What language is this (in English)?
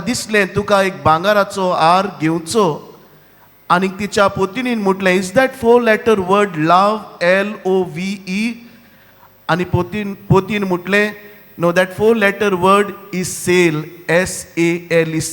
Konkani